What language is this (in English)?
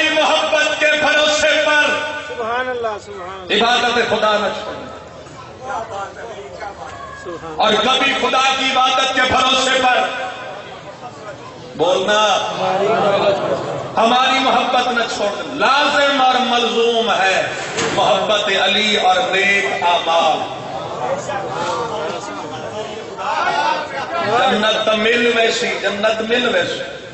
Urdu